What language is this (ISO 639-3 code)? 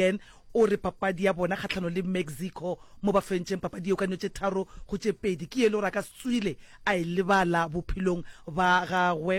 nso